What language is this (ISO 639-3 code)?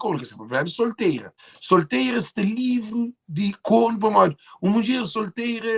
kea